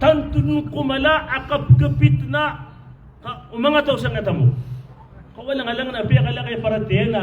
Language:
Maranao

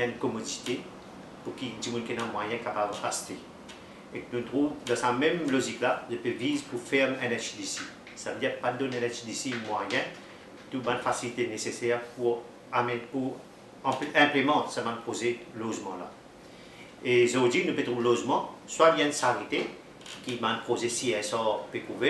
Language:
Morisyen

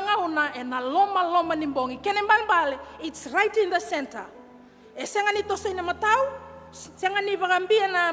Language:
Fijian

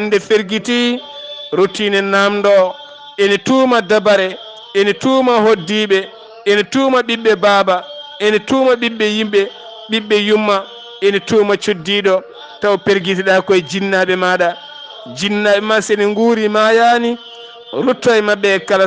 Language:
Fula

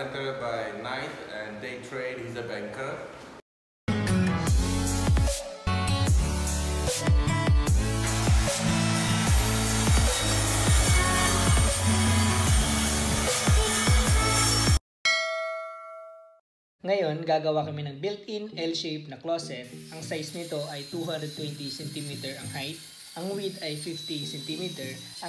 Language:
Filipino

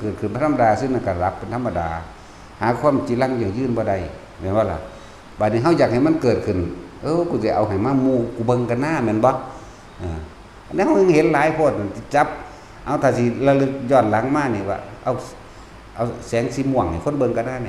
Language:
Northeastern Thai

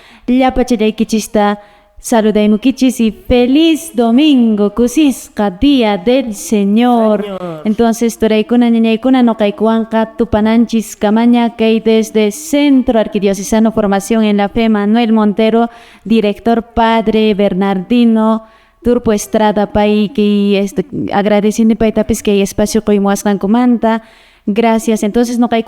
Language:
Quechua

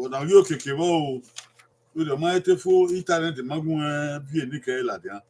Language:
Bini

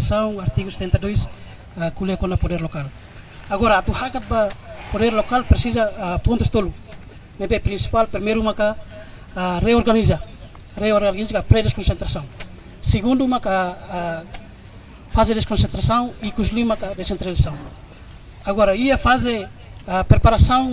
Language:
Tetum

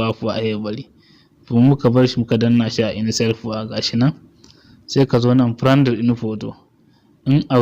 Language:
Hausa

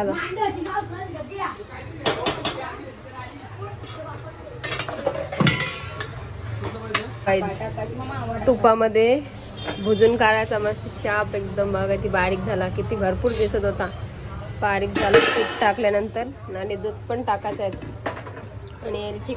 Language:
Marathi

